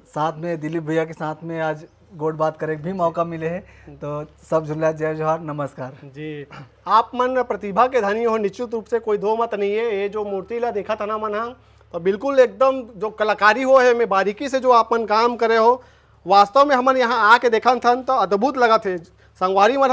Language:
Chhattisgarhi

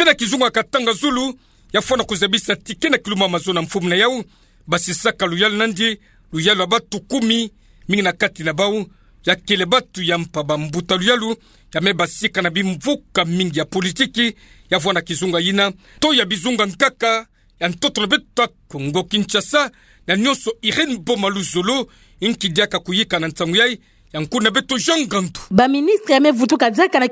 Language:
Kituba (Democratic Republic of Congo)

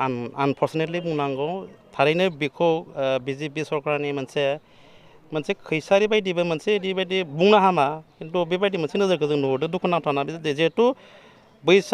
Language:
Bodo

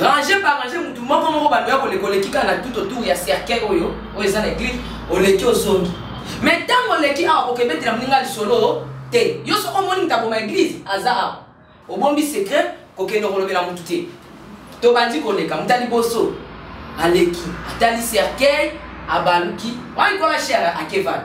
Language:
Lingala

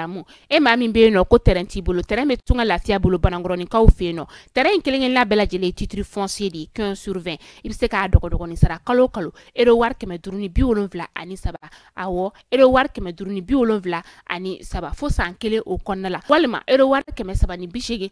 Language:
Bambara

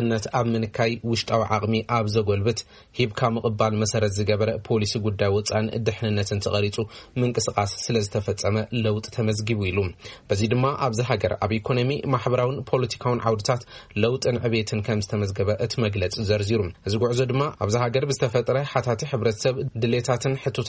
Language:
Tigrinya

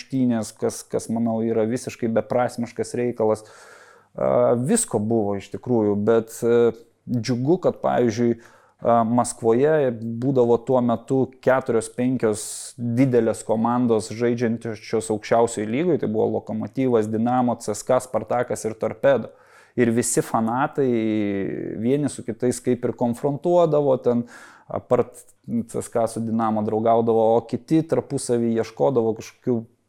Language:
Lithuanian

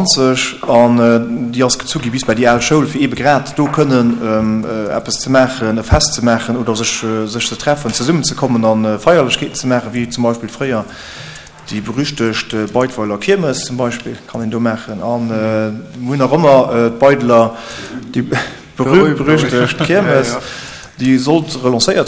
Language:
Luxembourgish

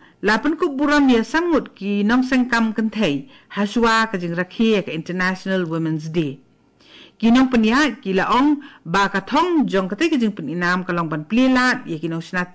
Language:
Khasi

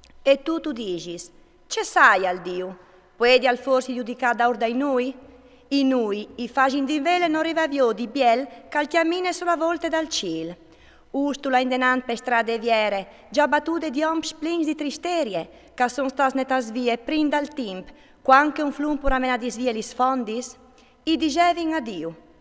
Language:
Friulian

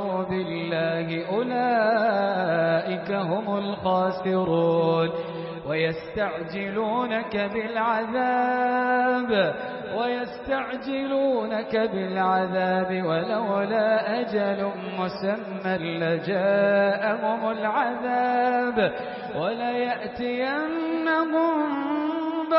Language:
Arabic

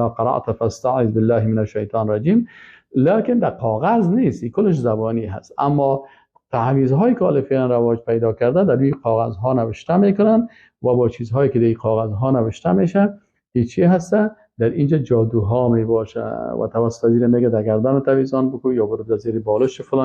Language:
Persian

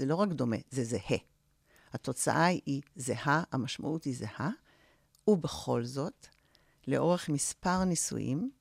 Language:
Hebrew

